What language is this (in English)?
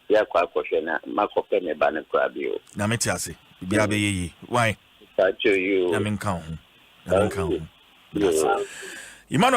Akan